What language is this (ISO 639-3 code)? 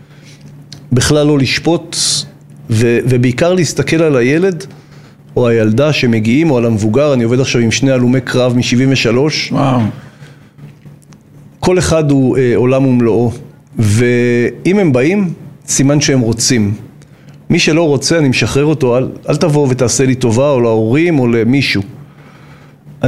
heb